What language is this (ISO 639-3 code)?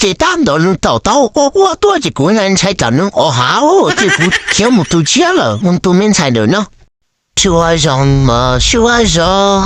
hmn